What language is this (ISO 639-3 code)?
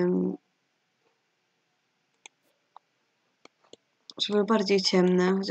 pol